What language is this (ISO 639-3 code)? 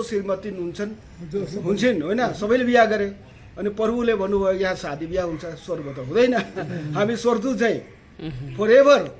nep